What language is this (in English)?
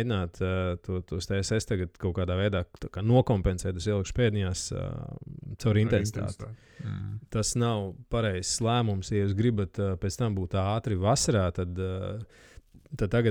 Latvian